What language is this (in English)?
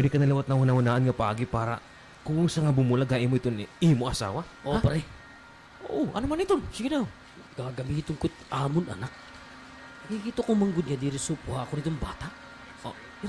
Waray